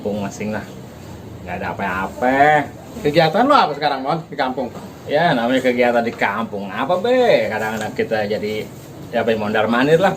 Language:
Betawi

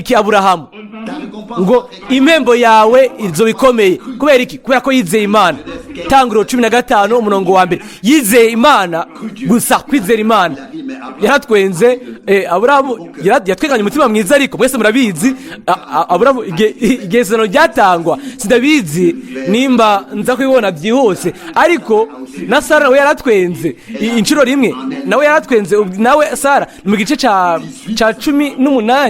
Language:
Rundi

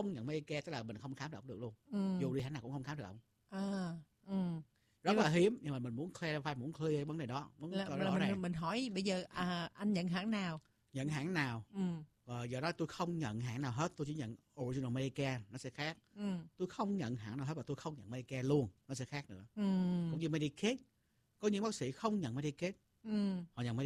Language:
Vietnamese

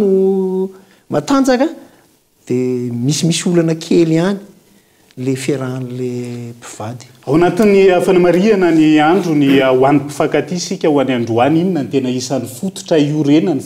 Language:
Malagasy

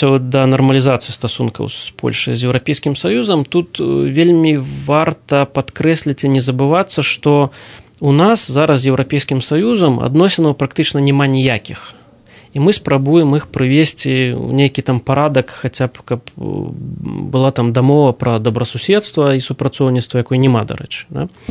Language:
Belarusian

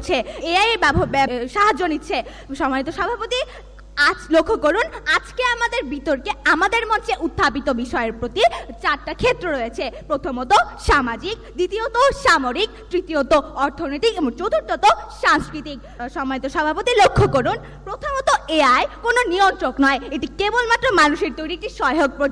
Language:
Bangla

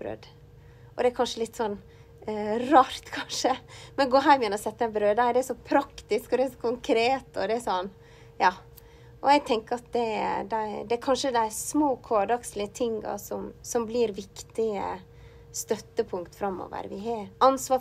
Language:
Norwegian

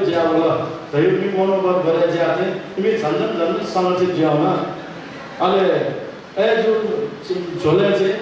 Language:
Newari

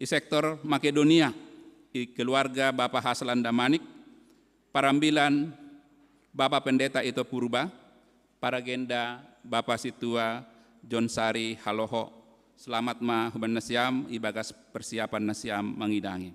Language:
Batak Simalungun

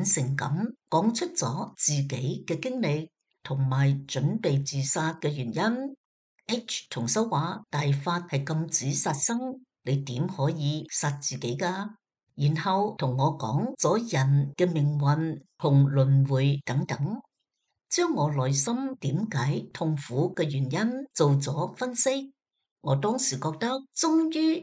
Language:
Cantonese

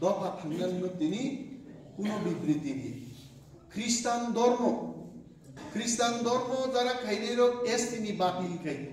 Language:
Kok Borok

